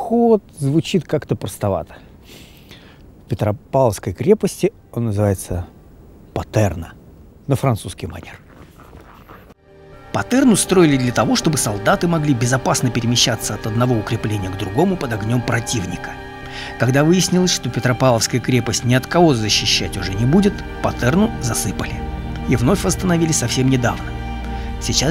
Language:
Russian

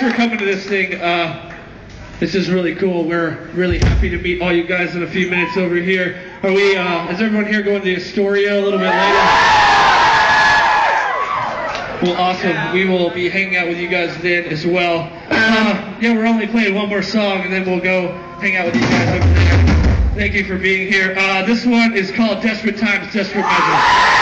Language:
English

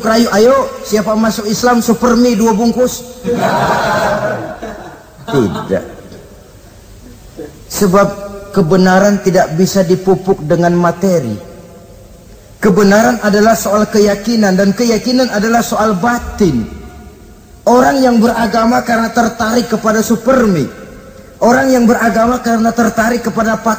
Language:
Indonesian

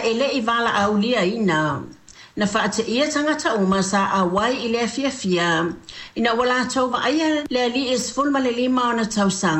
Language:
Samoan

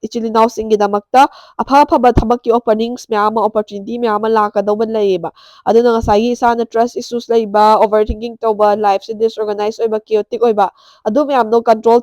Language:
Manipuri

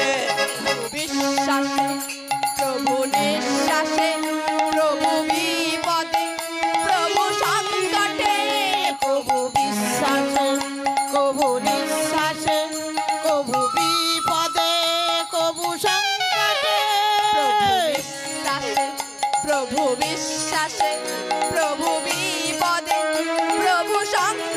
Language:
Bangla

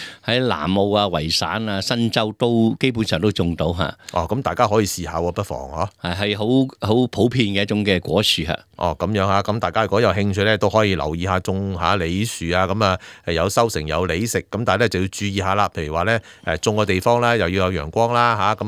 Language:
Cantonese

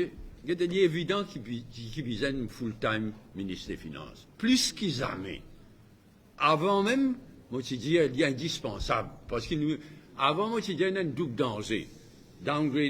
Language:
Morisyen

